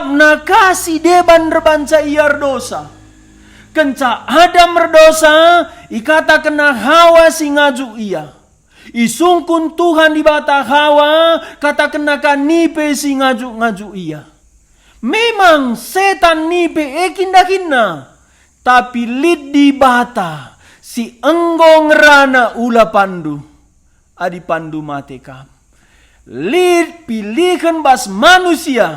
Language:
Batak Karo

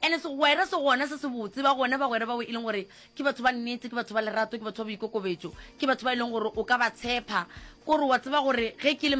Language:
Northern Sotho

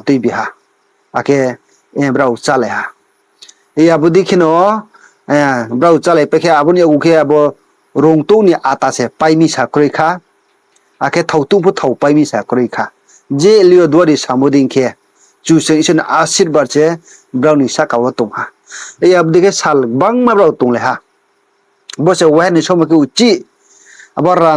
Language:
Riang (India)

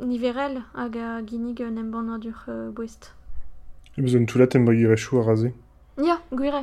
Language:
Breton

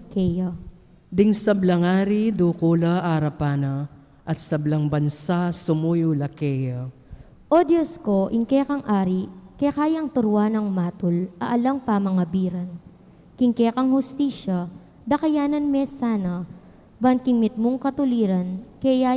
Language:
Pampanga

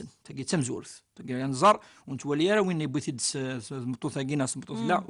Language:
Kabyle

